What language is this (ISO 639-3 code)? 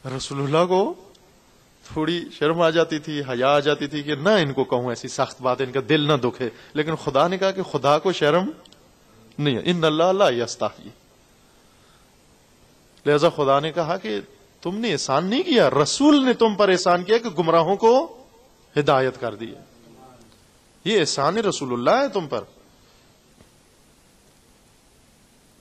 urd